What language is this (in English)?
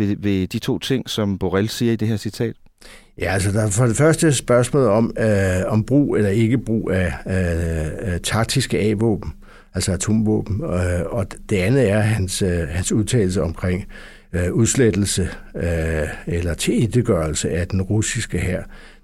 Danish